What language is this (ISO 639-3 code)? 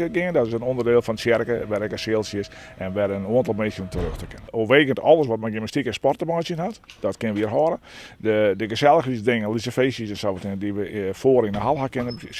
fry